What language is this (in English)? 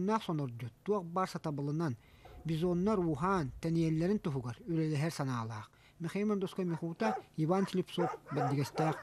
Yakut